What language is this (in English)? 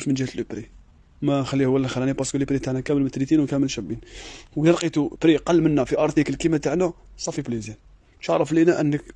Algerian Arabic